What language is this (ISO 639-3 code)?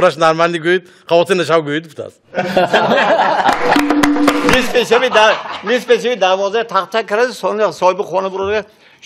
tgk